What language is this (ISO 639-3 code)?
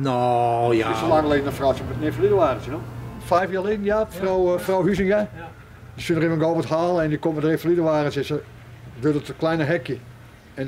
fry